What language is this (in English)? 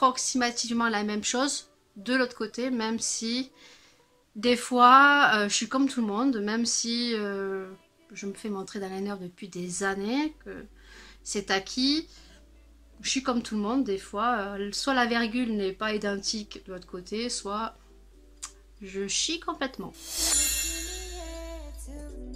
French